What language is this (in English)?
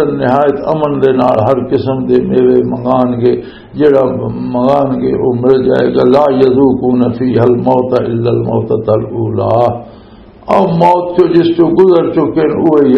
Western Panjabi